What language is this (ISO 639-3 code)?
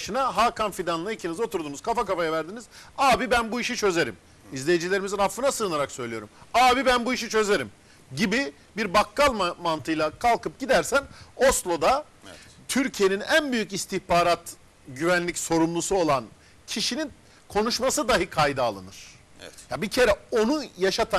tur